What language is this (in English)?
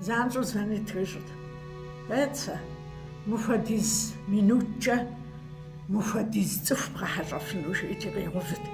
Kabardian